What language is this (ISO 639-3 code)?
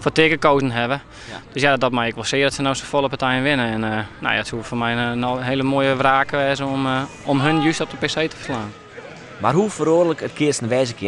fry